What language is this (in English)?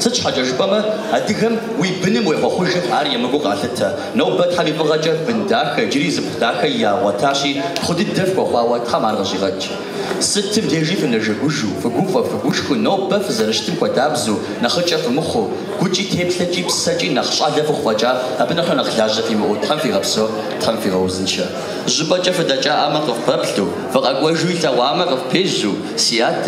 Kabardian